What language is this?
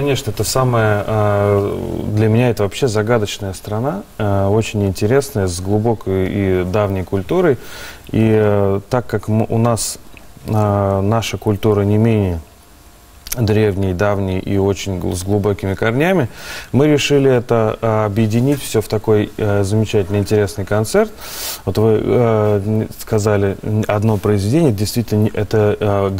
Russian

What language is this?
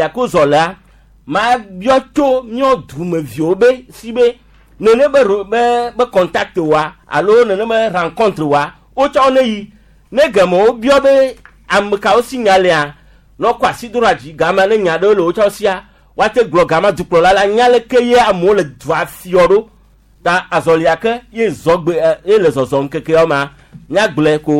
Gen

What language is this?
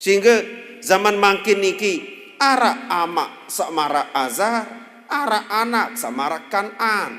Sasak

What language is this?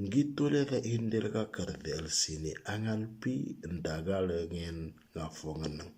Moro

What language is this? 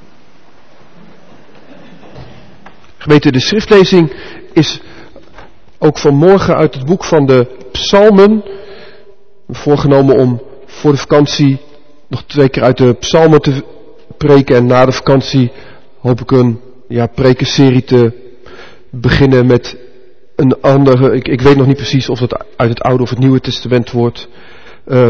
Dutch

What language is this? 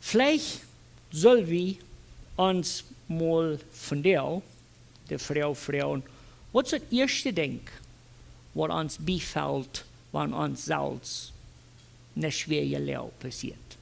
Plautdietsch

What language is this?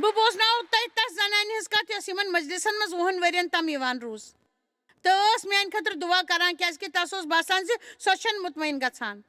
Kashmiri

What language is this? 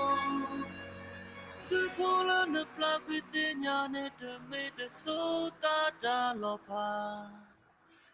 S'gaw Karen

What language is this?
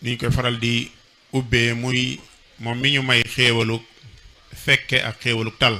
Wolof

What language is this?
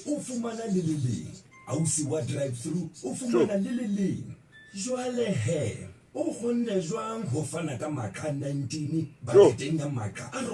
Southern Sotho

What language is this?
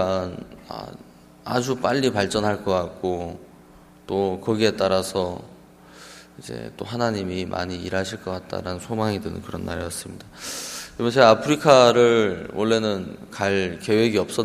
Korean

